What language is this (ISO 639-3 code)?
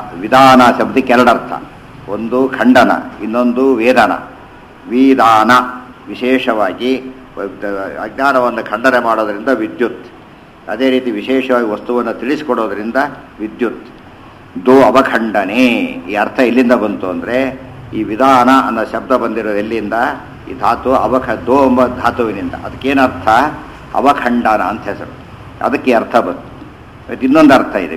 kan